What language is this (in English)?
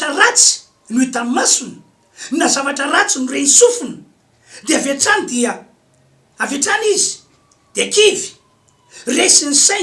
Malagasy